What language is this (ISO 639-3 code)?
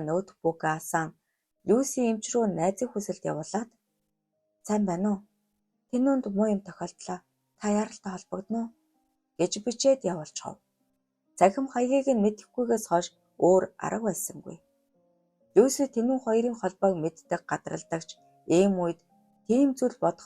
mon